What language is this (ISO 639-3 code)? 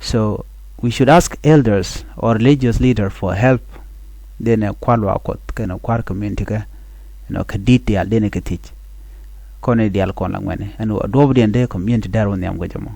nus